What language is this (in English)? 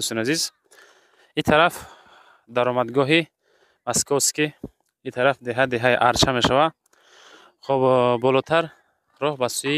Tajik